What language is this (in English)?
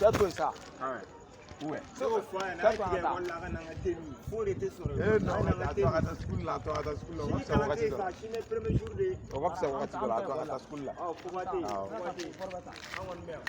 Bambara